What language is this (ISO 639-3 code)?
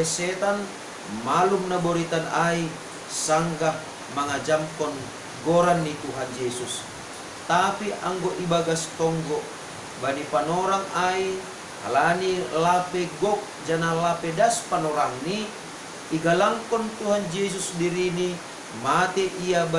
bts